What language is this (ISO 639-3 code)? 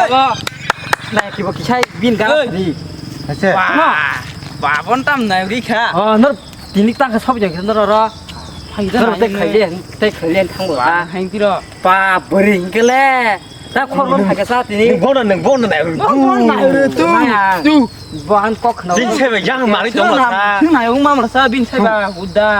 trp